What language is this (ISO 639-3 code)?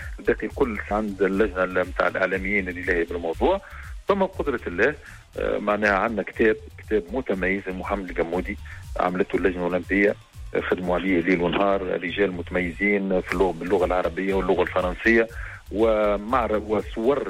aeb